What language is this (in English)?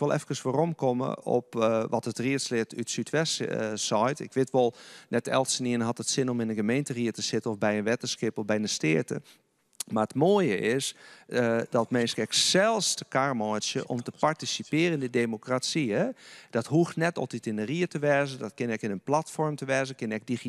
Western Frisian